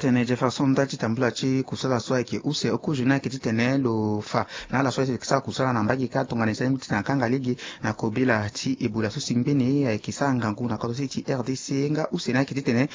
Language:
Sango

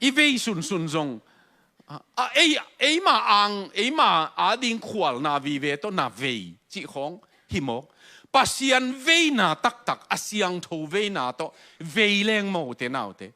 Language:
Tedim Chin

